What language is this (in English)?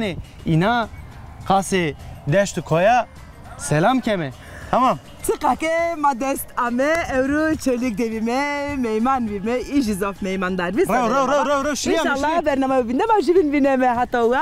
Zaza